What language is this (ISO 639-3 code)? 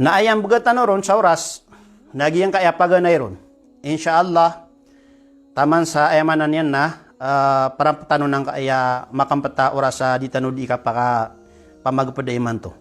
mrw